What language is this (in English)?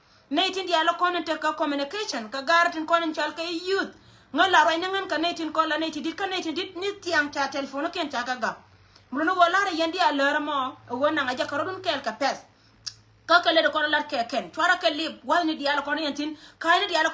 Nuer